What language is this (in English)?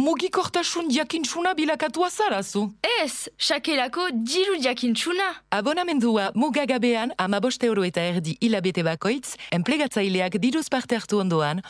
Basque